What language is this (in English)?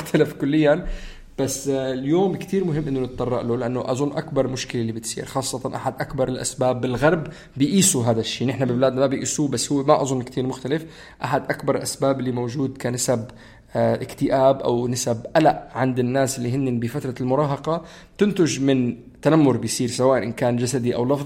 North Levantine Arabic